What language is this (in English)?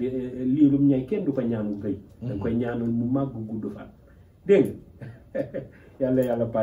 Wolof